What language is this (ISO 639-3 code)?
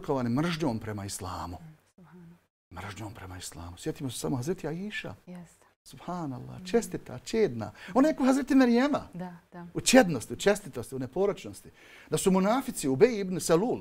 bos